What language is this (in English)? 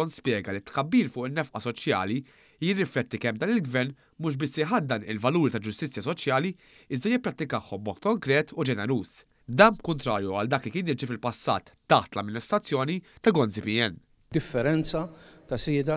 Maltese